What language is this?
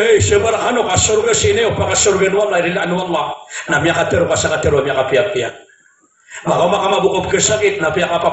Maranao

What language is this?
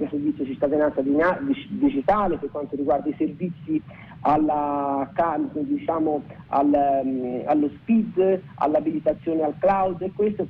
Italian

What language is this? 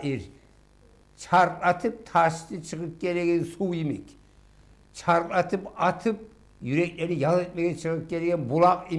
Kumyk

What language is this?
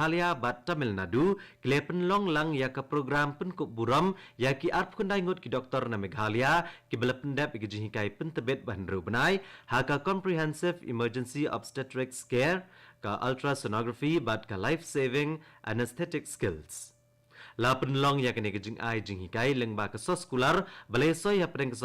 Khasi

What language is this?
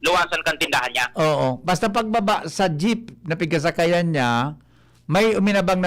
Bikol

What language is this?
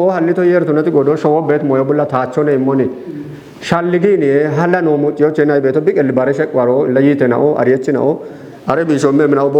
Kafa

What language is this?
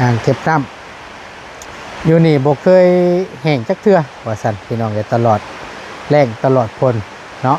Northeastern Thai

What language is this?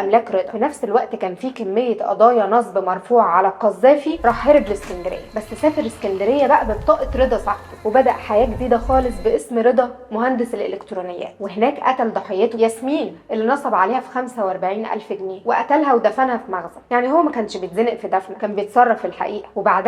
Egyptian Arabic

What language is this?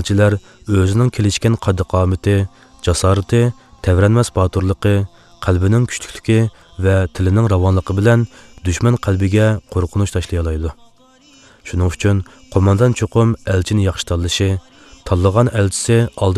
Uyghur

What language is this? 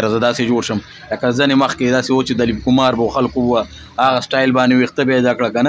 Pashto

